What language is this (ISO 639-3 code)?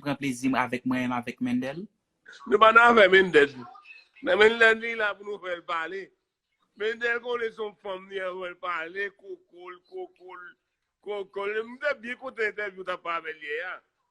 hat